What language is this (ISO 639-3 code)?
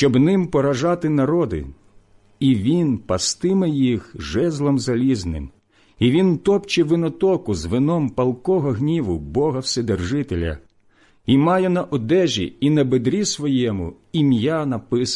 ukr